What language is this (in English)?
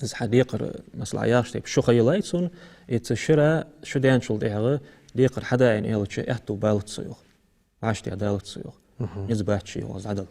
Ingush